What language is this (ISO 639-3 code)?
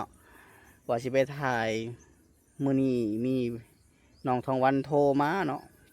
lao